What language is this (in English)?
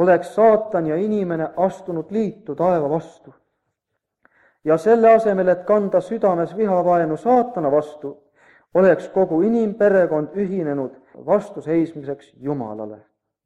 Estonian